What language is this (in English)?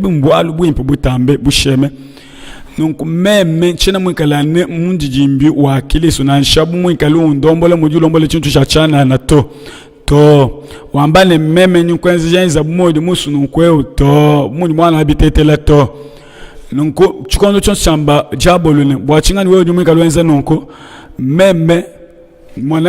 Luba-Lulua